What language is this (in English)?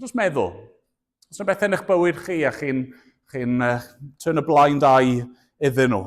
Welsh